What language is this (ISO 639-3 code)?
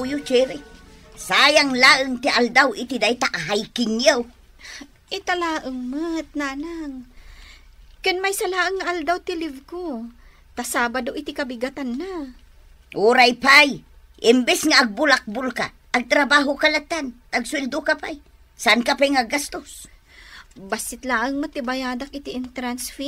ilo